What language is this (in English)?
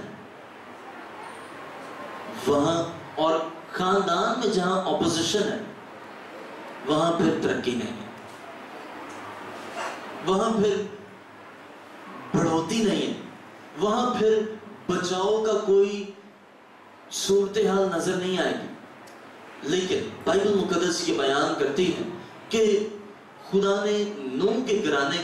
Urdu